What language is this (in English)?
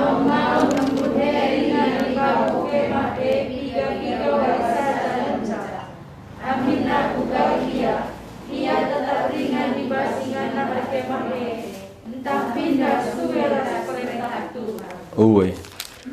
Batak Karo